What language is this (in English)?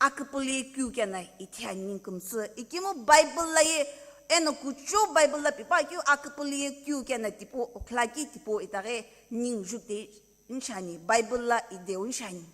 Sumi Naga